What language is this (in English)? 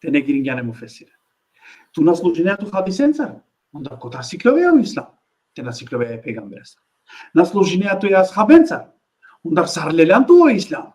Balkan Romani